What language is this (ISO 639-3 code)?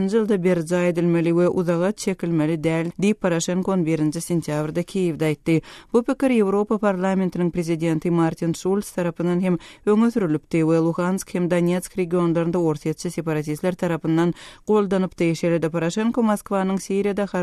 tuk